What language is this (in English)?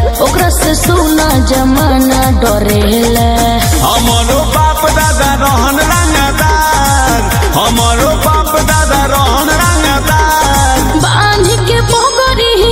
Bhojpuri